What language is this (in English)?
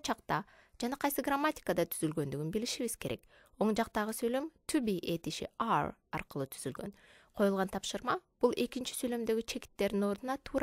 Kyrgyz